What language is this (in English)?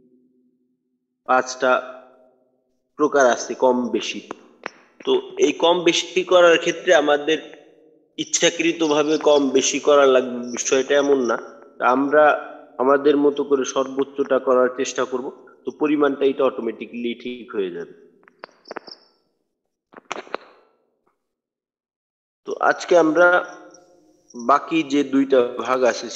Bangla